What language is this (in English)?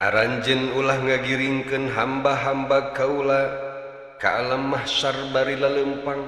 Sundanese